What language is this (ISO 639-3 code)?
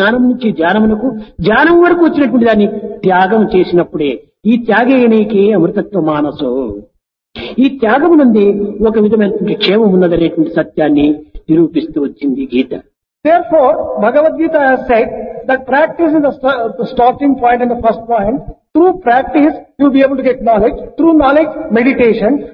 tel